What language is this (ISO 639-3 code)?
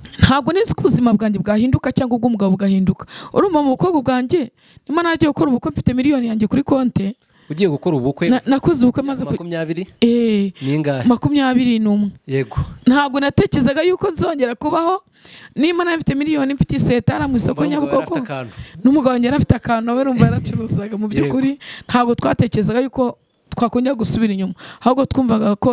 kin